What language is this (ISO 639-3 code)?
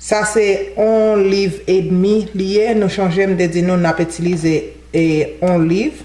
hat